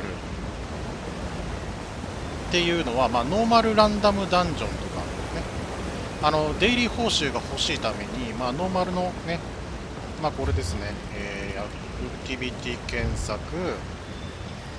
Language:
Japanese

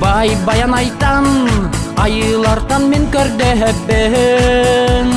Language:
Yakut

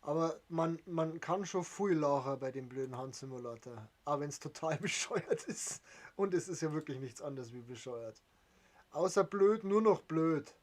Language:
Bavarian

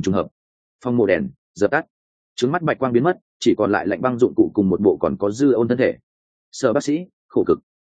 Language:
Vietnamese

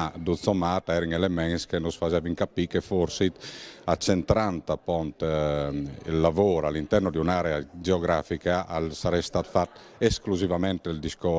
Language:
Friulian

